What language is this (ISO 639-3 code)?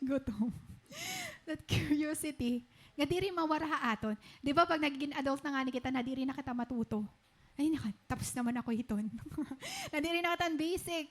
war